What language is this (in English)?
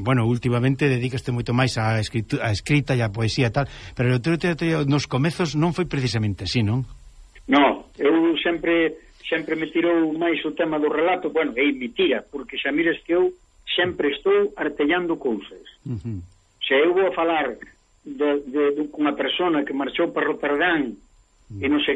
Galician